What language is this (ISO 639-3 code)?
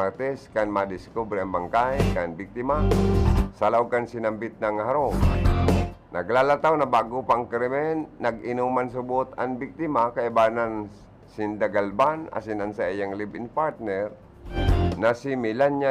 bik